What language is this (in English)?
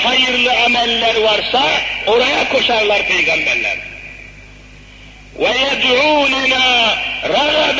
Turkish